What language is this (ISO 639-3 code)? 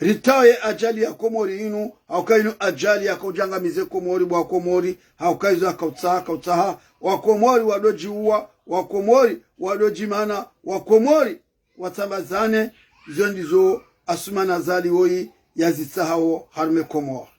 zdj